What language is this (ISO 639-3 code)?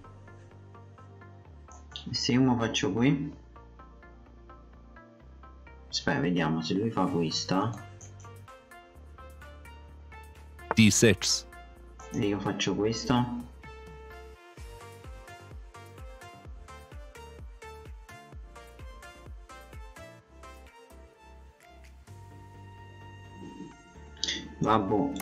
ita